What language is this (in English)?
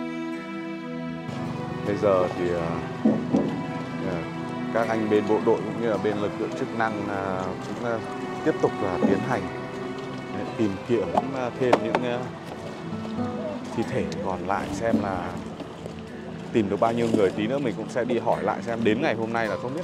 Vietnamese